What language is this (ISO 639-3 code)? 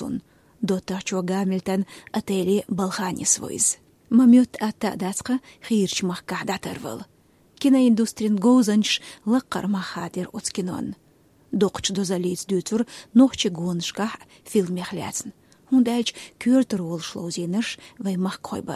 che